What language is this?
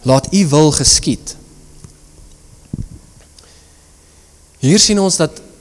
Afrikaans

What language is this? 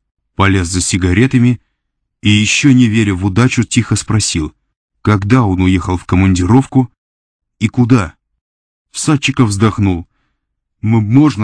Russian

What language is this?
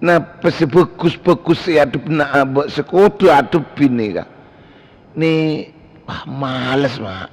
Madurese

